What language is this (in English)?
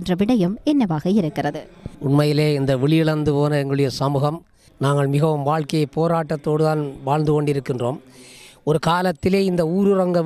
Tamil